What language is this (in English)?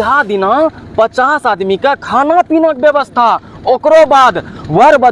Angika